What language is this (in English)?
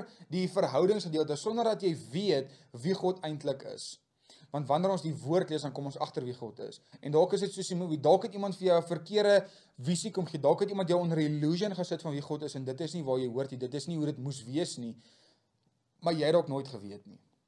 Afrikaans